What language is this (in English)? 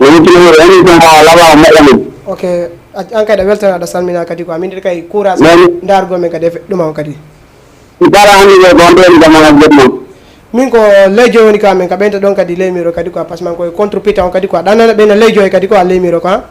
Fula